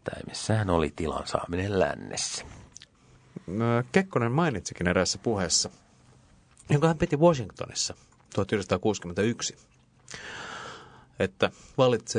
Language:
Finnish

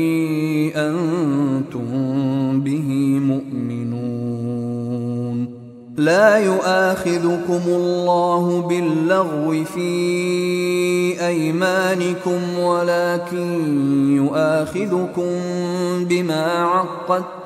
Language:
Arabic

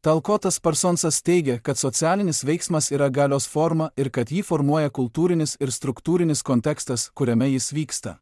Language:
Lithuanian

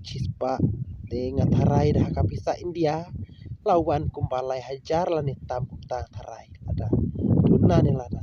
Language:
Khasi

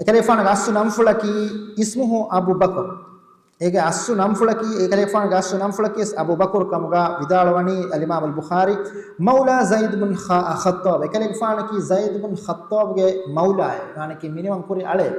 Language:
Divehi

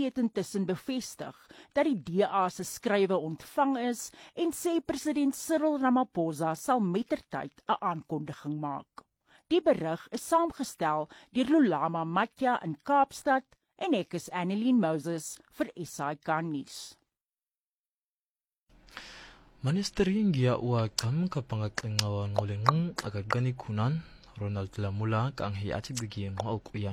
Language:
Afrikaans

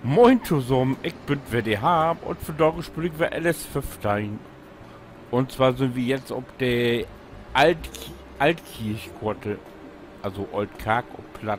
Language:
Low German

